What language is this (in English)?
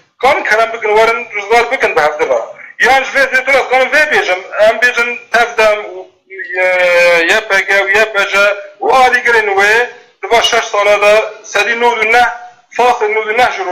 Kurdish